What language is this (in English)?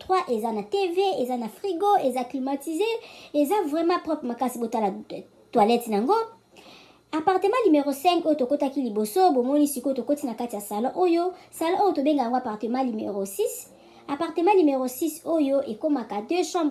Lingala